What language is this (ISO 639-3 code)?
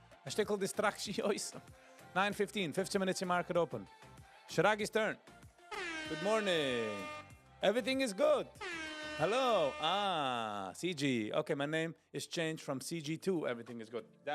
yid